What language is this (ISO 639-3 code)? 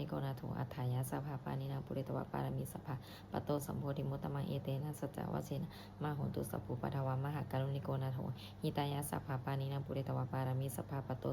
pli